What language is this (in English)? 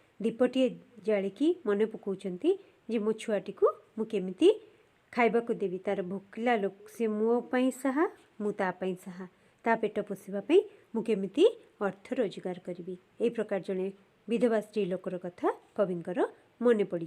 Odia